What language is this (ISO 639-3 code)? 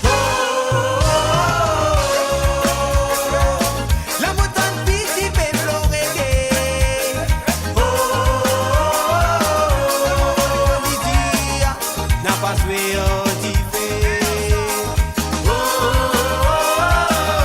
mfe